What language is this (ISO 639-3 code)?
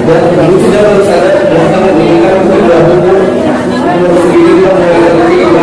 akb